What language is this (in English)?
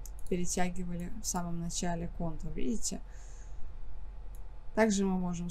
Russian